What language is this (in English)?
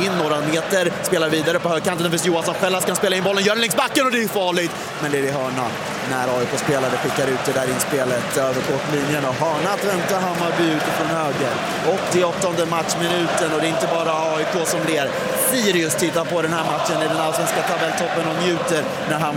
Swedish